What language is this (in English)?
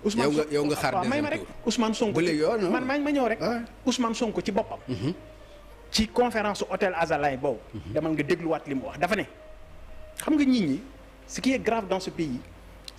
Wolof